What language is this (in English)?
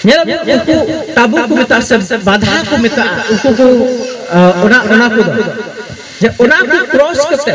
Santali